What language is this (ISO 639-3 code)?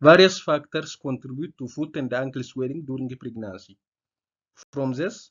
eng